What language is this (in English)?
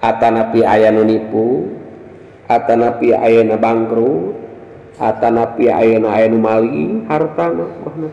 Sundanese